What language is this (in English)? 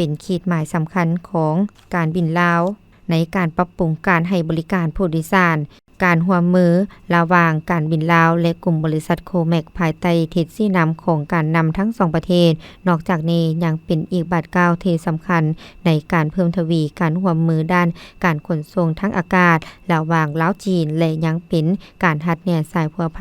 Lao